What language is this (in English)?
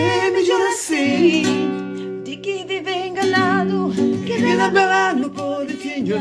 Kabuverdianu